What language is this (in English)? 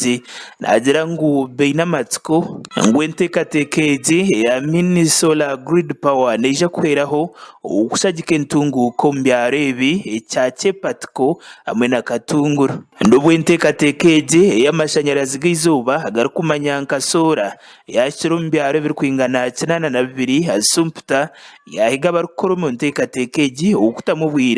Nyankole